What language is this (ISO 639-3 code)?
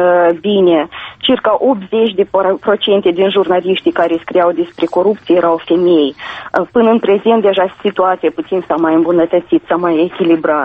ron